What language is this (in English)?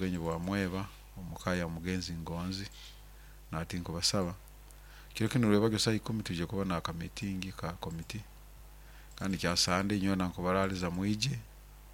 Nyoro